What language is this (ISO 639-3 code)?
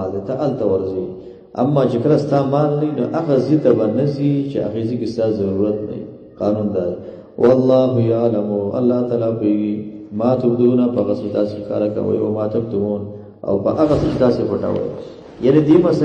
pus